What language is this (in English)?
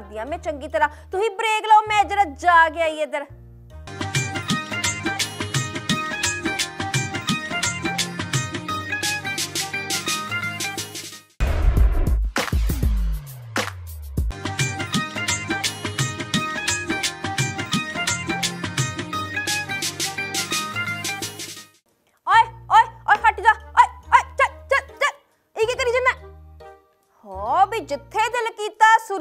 Punjabi